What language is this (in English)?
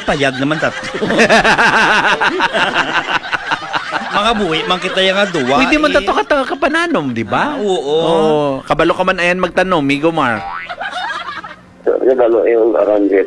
Hiligaynon